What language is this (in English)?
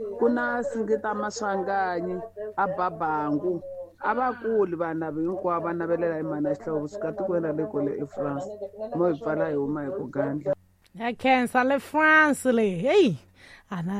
Tsonga